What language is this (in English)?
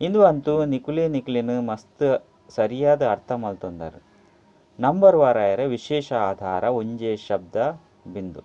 Tulu